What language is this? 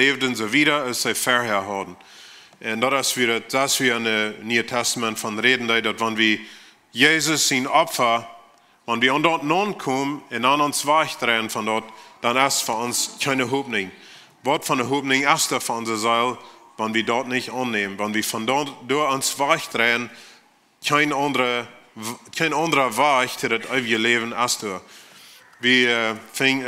Plautdietsch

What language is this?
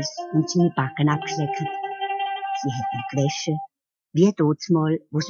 Swiss German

